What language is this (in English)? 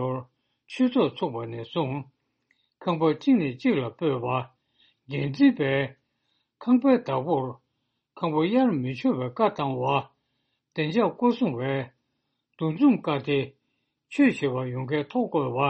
Tibetan